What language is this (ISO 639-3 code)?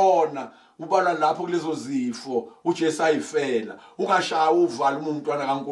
zul